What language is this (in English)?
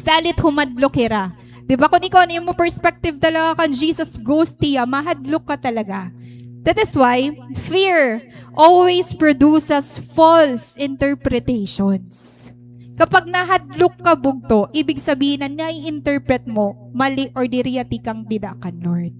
Waray